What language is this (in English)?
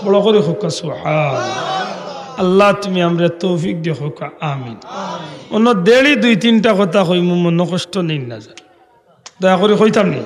Sylheti